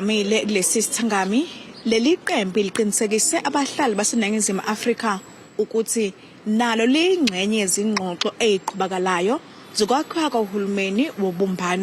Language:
Zulu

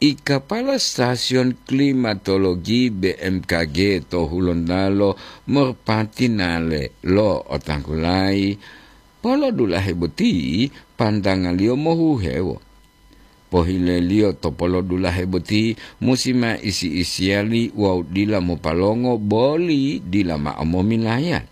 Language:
Gorontalo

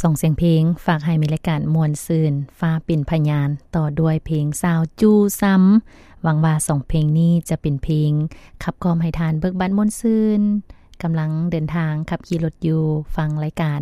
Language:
Lao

